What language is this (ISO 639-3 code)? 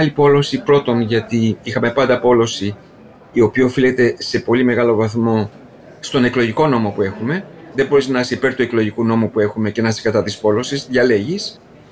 ell